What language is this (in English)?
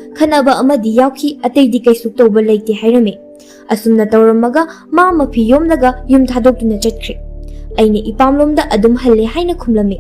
Manipuri